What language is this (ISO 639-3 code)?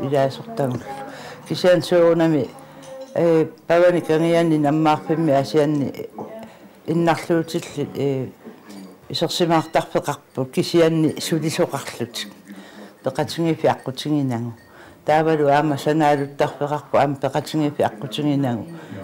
kal